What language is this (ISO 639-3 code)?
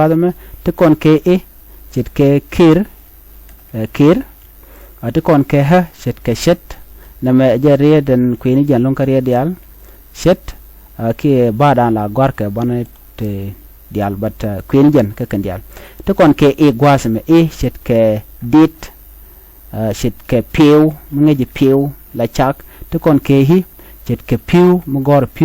nus